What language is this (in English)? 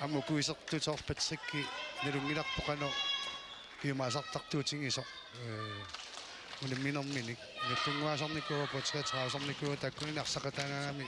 Kalaallisut